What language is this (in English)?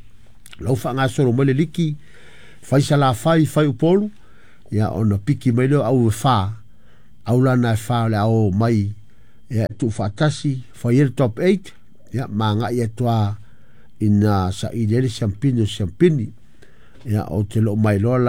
Samoan